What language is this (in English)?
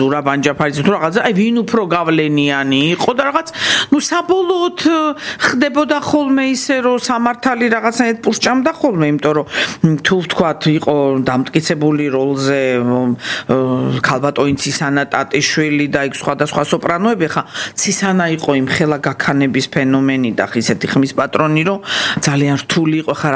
Georgian